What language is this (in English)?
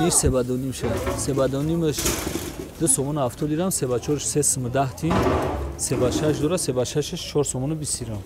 Tajik